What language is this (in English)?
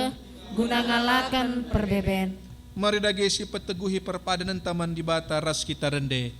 Batak Karo